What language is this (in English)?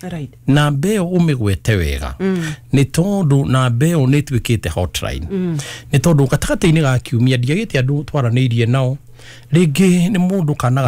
Kikuyu